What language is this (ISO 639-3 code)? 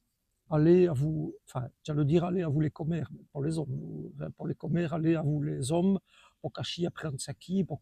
wln